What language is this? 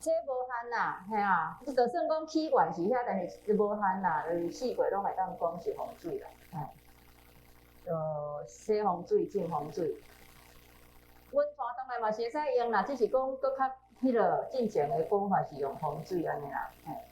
Min Nan Chinese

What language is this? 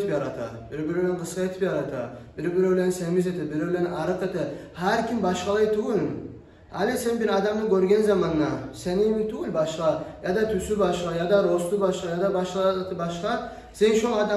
Kumyk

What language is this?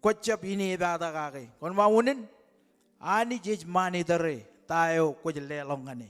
Marshallese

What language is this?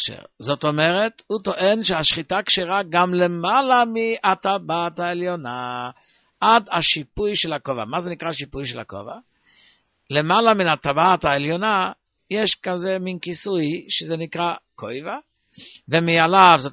Hebrew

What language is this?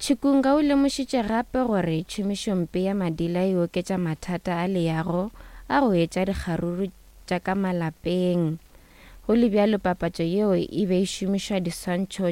Northern Sotho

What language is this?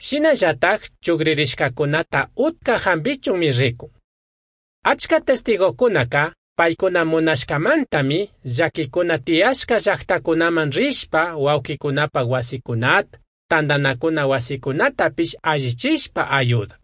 Chimborazo Highland Quichua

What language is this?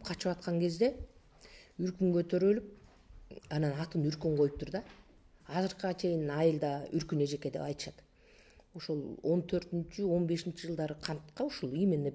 Kyrgyz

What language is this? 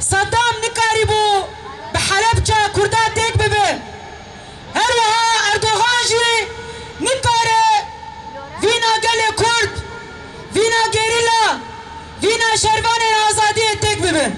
Kurdish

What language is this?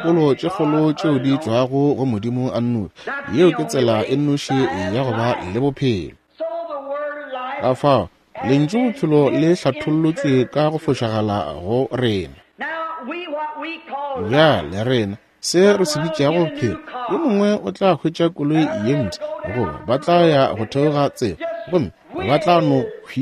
Northern Sotho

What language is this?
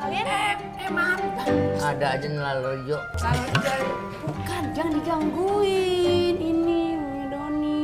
Betawi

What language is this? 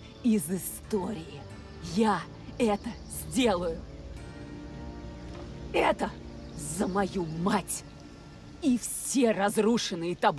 Russian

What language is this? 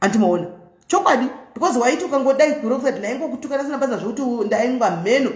Shona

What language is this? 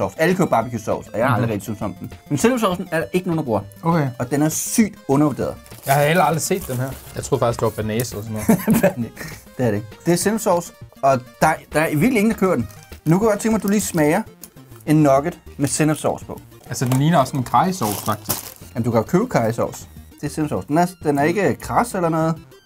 Danish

